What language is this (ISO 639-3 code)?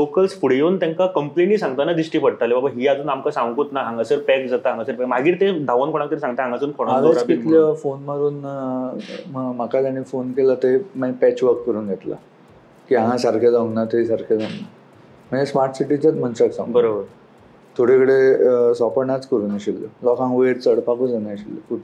kok